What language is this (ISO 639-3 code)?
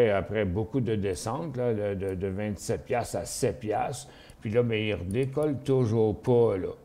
fra